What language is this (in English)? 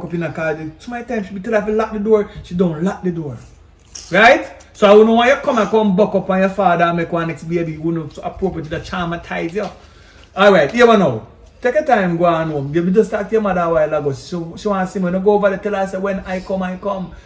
Jamaican Creole English